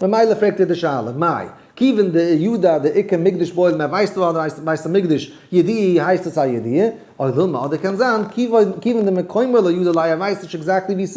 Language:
Yiddish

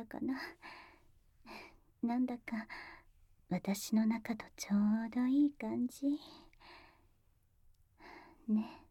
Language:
Japanese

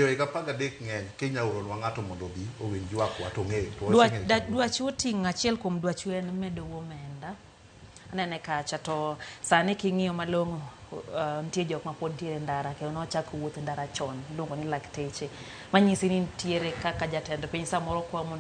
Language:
Luo (Kenya and Tanzania)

